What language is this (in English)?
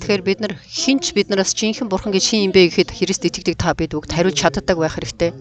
Mongolian